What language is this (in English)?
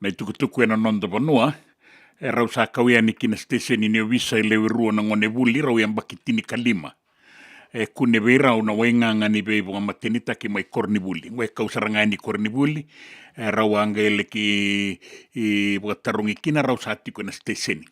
Fijian